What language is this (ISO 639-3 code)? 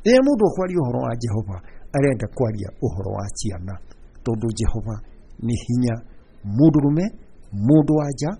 kik